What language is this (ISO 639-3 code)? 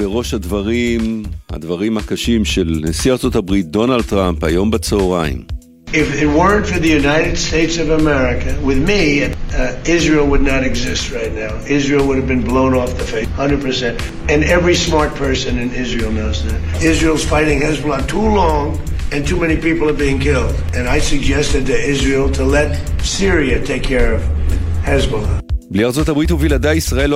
heb